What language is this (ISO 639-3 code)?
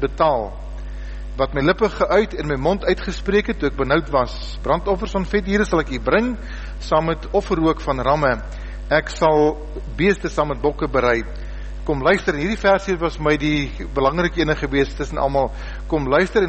afr